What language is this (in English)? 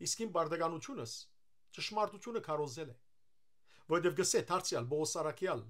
Western Armenian